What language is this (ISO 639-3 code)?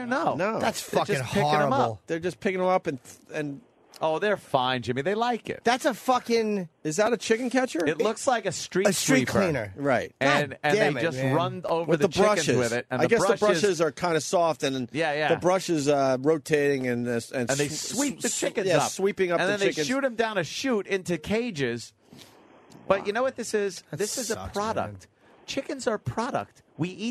eng